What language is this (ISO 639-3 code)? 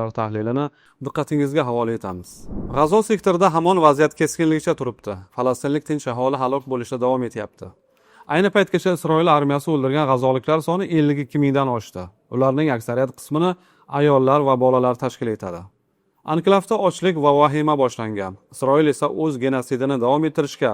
uzb